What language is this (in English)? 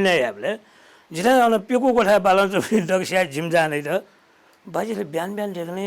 Newari